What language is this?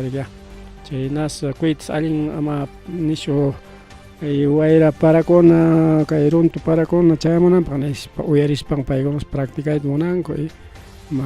Ayacucho Quechua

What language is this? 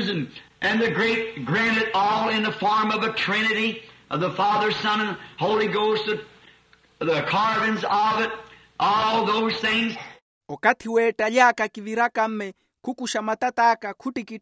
Makhuwa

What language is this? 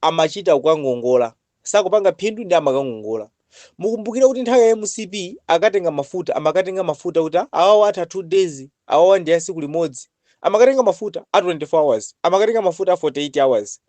Nyanja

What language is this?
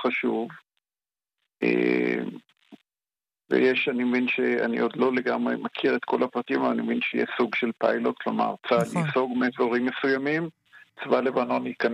Hebrew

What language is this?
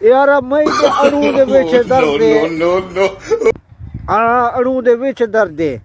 Saraiki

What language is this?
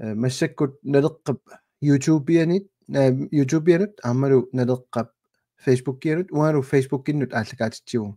Kalaallisut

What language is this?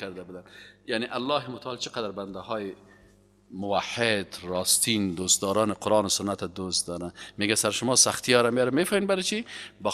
Persian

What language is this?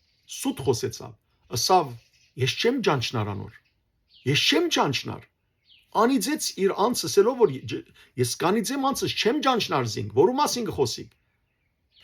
Western Armenian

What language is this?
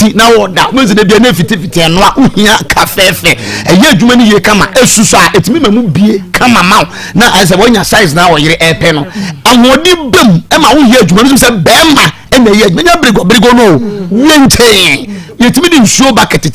Akan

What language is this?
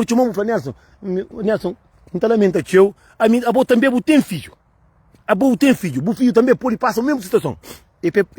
Kabuverdianu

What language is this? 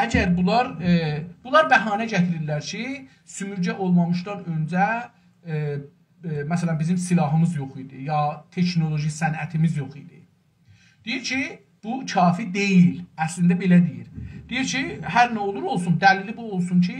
South Azerbaijani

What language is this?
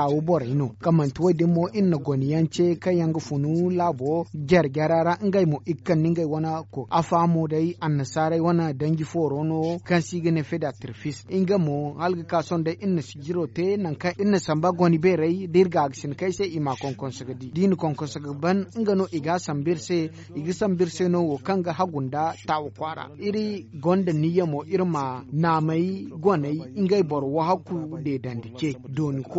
Zarma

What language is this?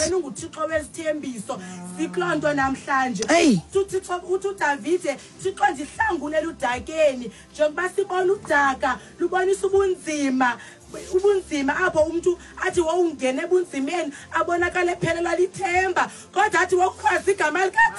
Xhosa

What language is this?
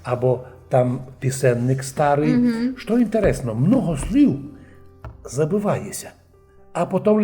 Rusyn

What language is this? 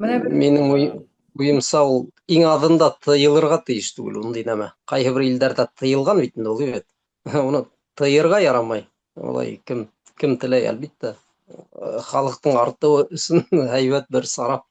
Bashkir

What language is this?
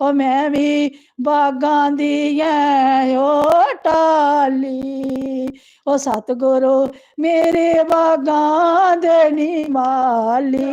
Dogri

